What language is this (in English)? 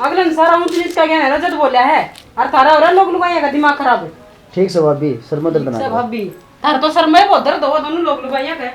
Haryanvi